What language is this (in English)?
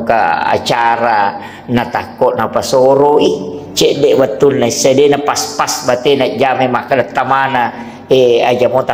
Buginese